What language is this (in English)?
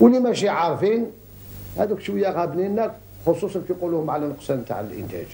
Algerian Arabic